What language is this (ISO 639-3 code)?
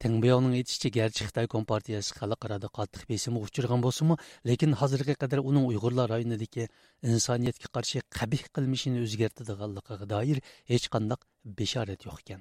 uig